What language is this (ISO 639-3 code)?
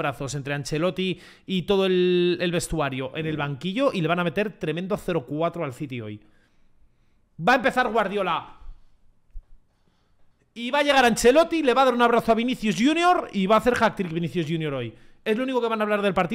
spa